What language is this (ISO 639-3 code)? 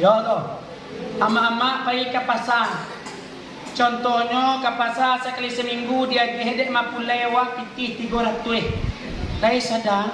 min